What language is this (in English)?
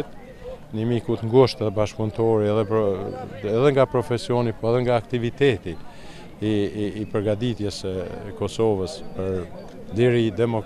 Albanian